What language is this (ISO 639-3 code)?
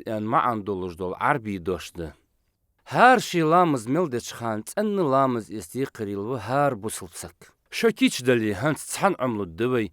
inh